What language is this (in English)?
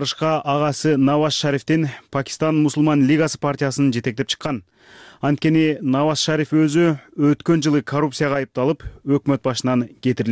Kyrgyz